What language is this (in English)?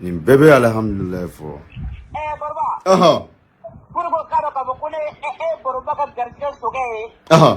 Bambara